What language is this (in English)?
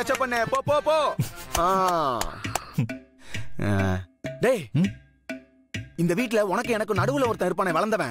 Tamil